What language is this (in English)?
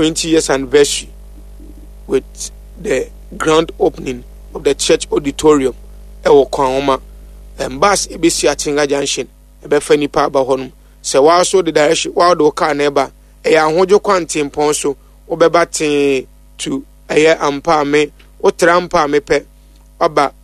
Akan